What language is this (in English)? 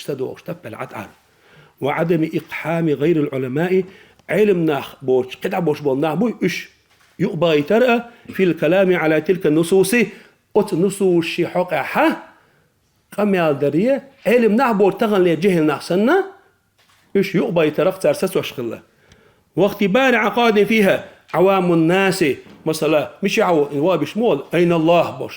Chechen